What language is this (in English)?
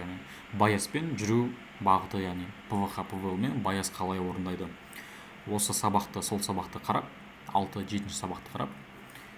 Kazakh